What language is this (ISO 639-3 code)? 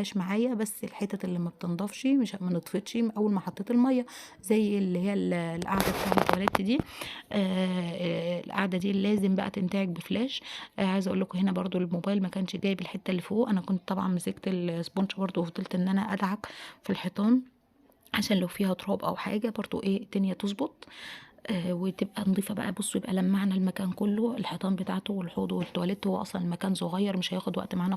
arz